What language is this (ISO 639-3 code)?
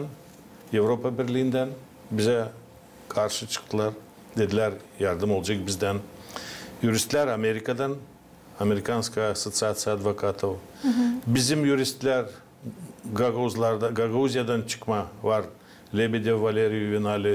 gag